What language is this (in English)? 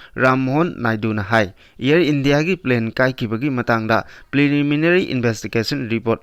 Manipuri